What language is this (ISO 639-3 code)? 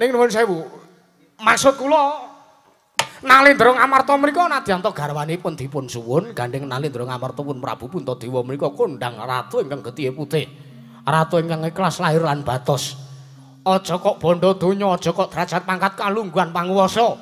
jav